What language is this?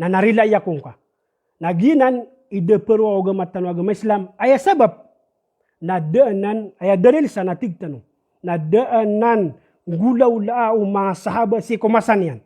Maranao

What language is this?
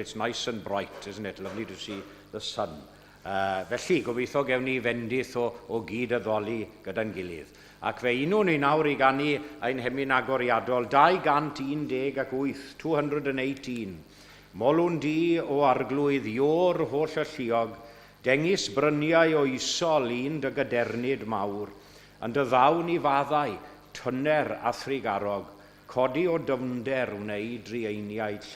Welsh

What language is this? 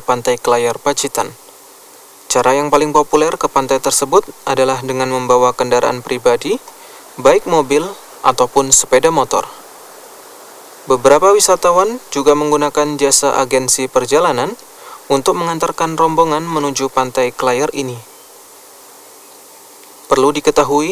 Indonesian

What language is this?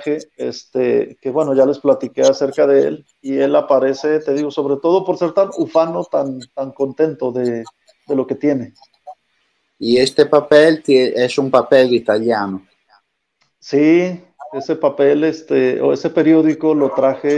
Spanish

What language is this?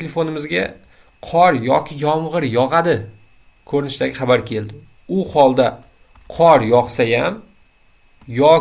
Uzbek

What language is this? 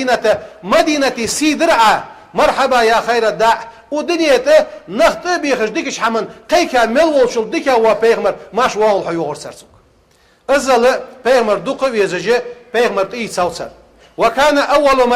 Ingush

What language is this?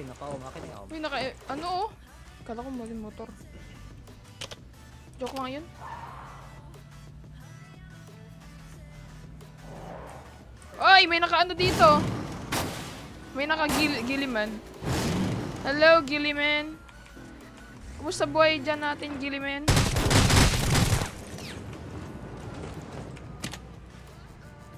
Filipino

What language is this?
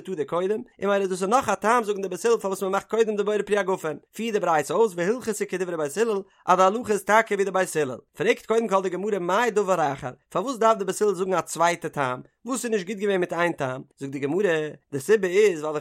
Yiddish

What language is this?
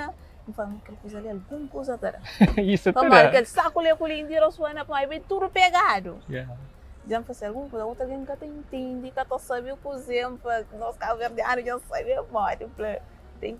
Kabuverdianu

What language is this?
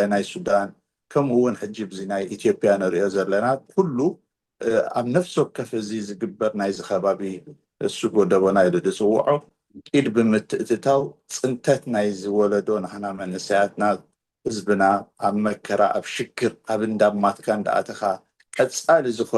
Tigrinya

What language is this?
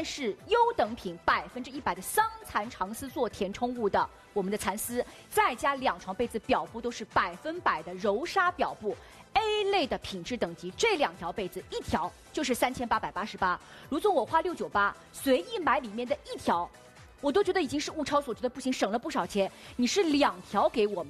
Chinese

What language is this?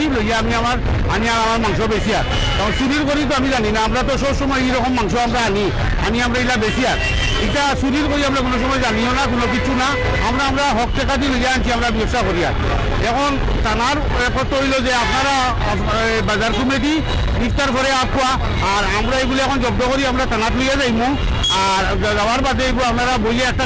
Sylheti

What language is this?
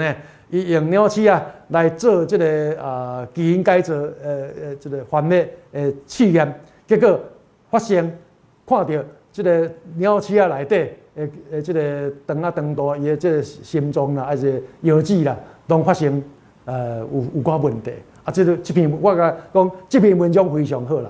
Min Nan Chinese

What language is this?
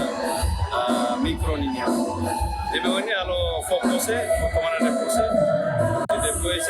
Tetum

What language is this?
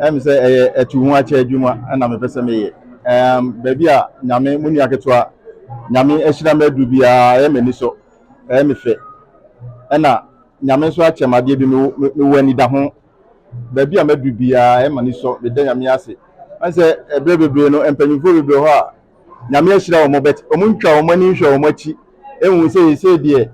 Akan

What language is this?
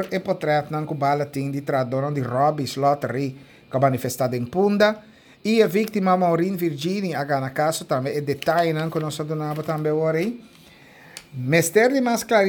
Papiamento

